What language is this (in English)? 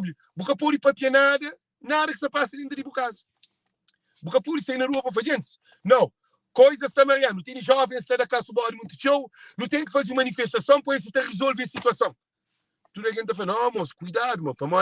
Kabuverdianu